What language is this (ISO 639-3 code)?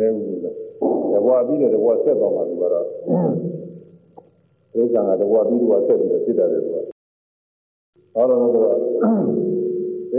mya